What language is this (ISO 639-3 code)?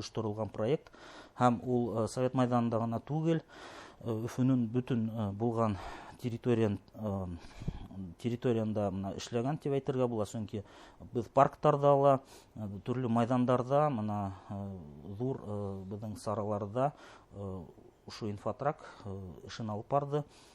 bak